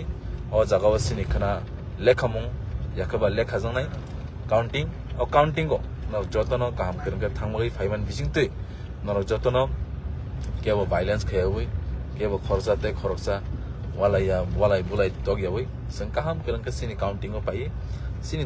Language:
Kok Borok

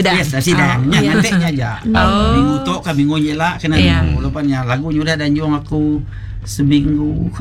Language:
Iban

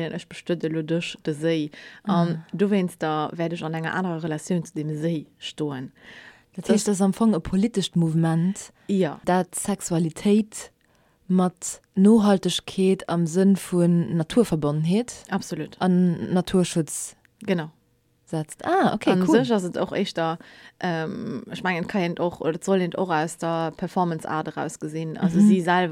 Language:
Luxembourgish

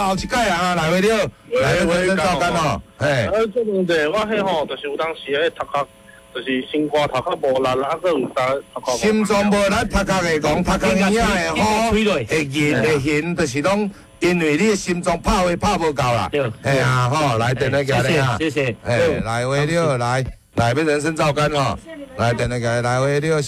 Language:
Min Nan Chinese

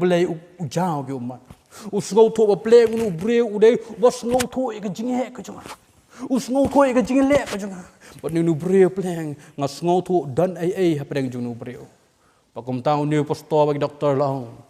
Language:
Khasi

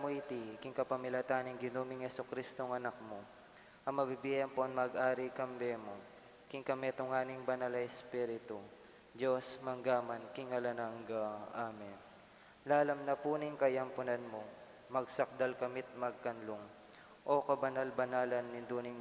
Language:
Pampanga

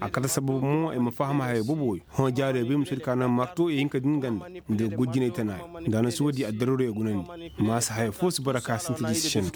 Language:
Koyraboro Senni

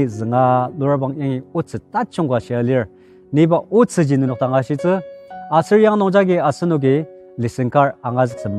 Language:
Ao Naga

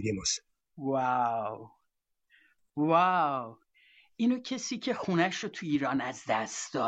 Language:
Persian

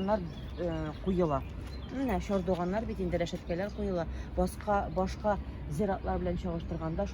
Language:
Tatar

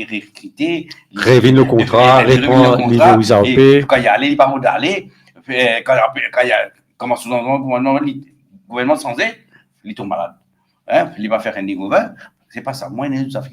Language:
Morisyen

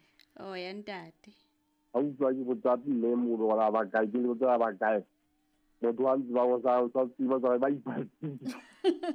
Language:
Southern Sotho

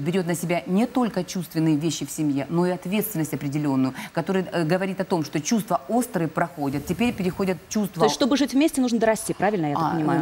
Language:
Russian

